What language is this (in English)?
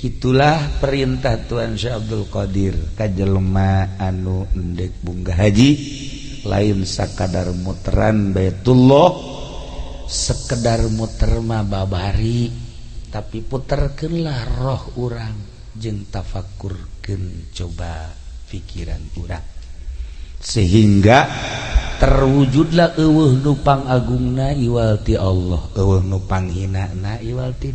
Sundanese